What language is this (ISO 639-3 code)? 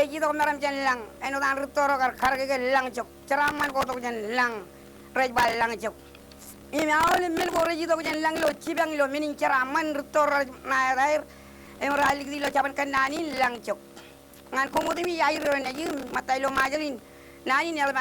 mah